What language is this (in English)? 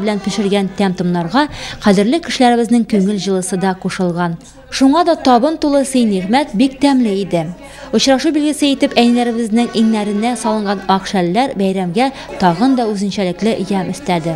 Tatar